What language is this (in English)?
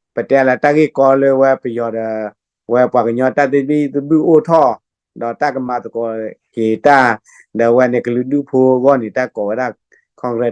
S'gaw Karen